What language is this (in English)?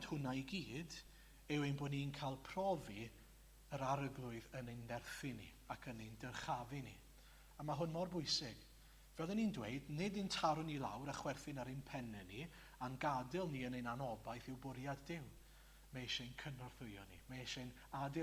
Welsh